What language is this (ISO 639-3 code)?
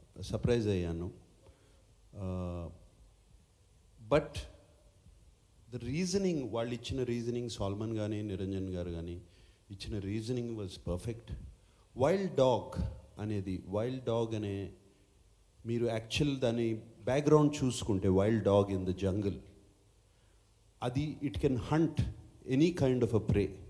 tel